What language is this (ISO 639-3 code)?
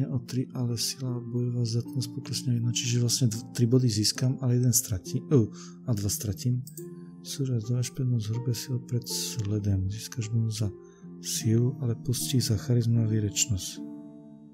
slk